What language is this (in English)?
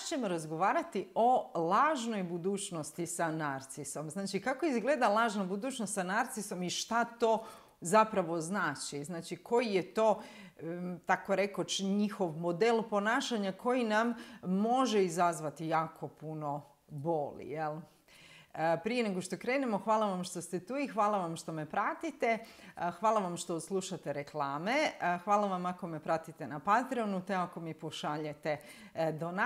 Croatian